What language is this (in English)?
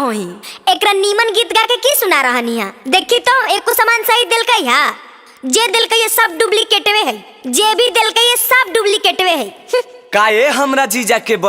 Magahi